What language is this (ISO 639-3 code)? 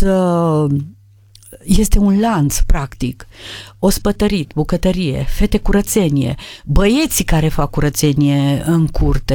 ron